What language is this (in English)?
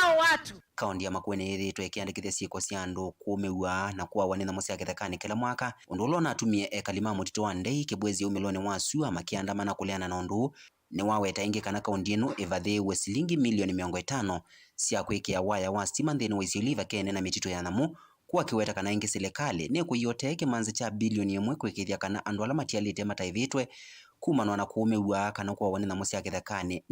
Kamba